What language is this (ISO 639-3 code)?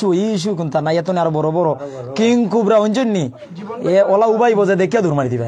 syl